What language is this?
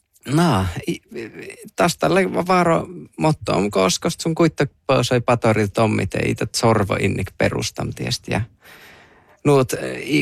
Northern Sami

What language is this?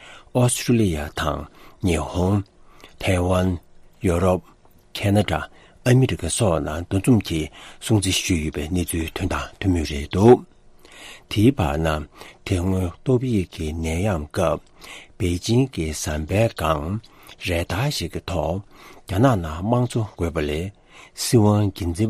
Tibetan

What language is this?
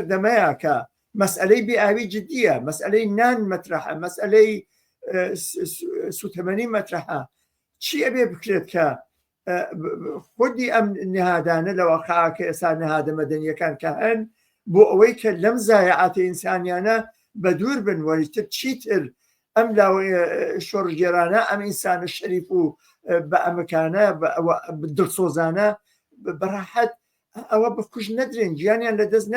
Central Kurdish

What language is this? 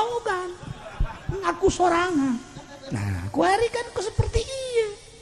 Sundanese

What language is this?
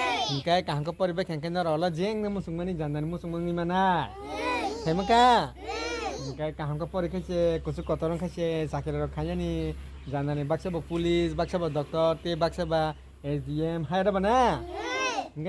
Kok Borok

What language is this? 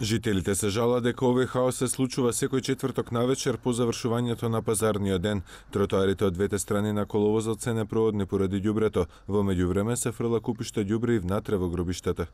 Macedonian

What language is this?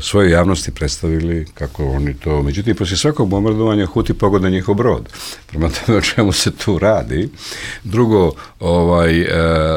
Bosnian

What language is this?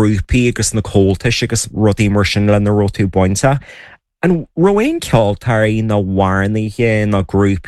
Irish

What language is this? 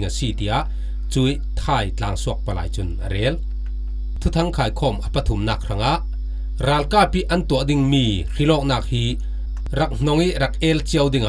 Falam Chin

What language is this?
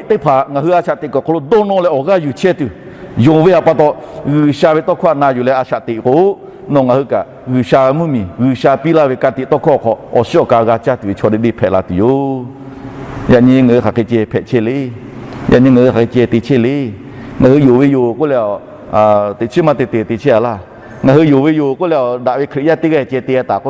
Lahu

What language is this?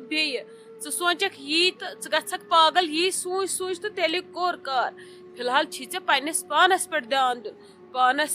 Kashmiri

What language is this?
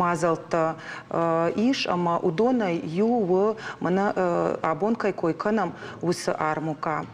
Ossetic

